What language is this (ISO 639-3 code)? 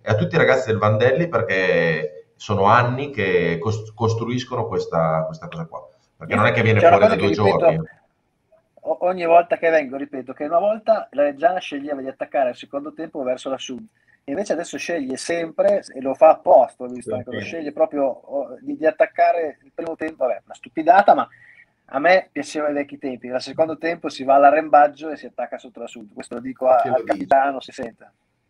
ita